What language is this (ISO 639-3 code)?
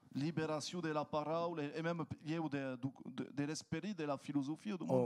oci